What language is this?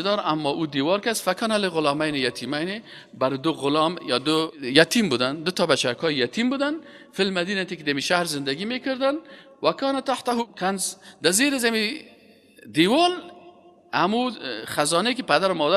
Persian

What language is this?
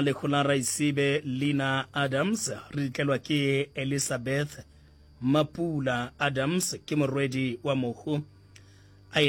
Northern Sotho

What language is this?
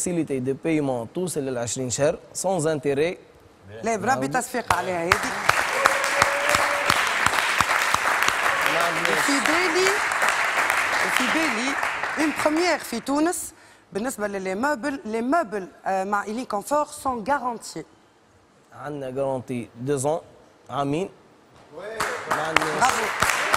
Tunisian Arabic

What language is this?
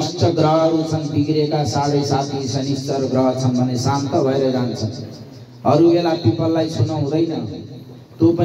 Nepali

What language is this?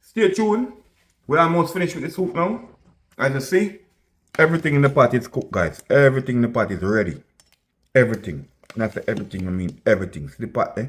Jamaican Creole English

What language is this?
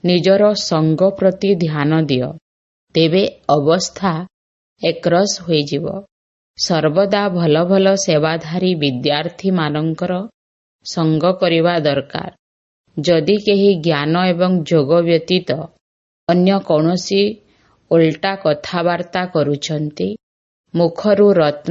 Odia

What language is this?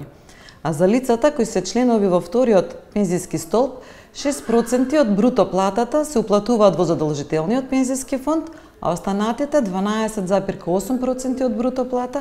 Macedonian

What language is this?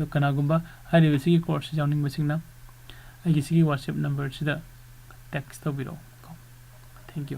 Manipuri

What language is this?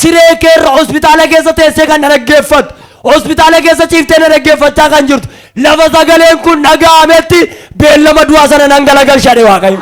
Oromo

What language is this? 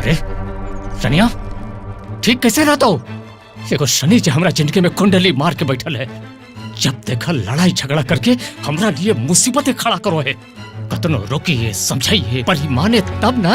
Magahi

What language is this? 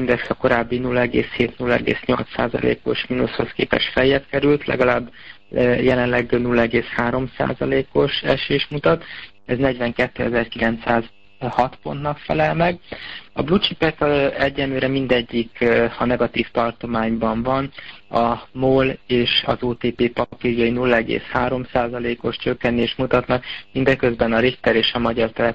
Hungarian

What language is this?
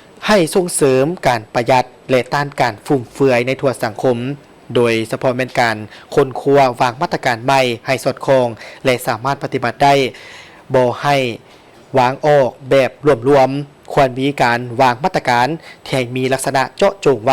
Lao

